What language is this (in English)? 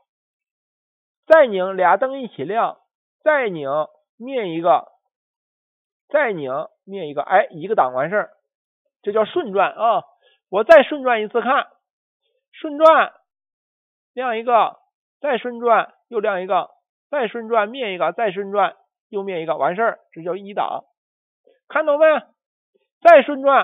Chinese